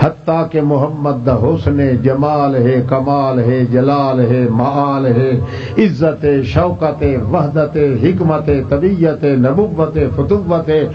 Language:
Western Panjabi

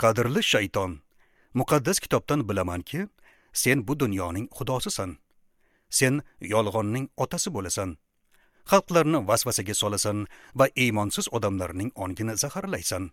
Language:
Uzbek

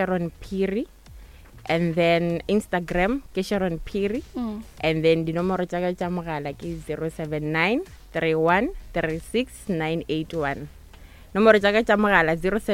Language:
Northern Sotho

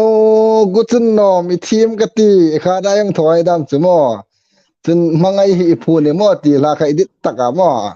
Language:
Hmar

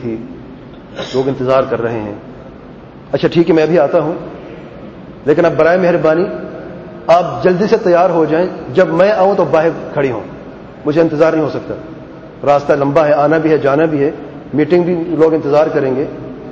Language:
Urdu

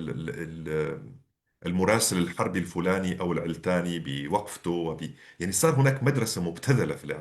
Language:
North Levantine Arabic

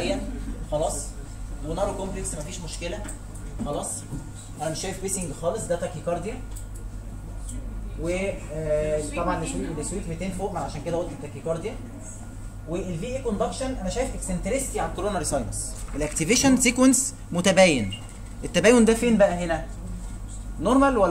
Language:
Egyptian Arabic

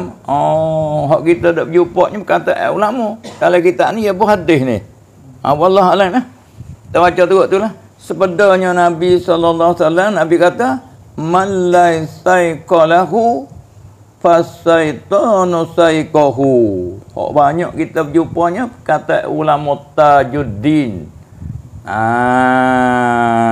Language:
Malay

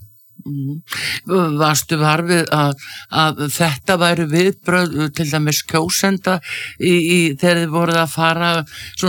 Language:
Icelandic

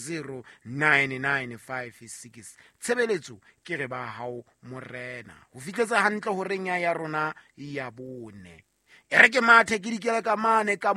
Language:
Southern Sotho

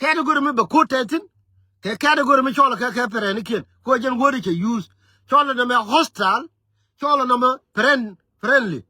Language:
Nuer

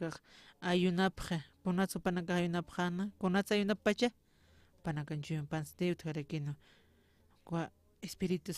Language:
Aymara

